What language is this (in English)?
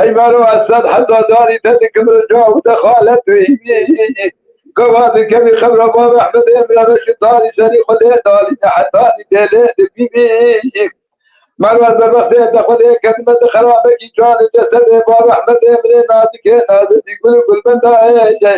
Kurdish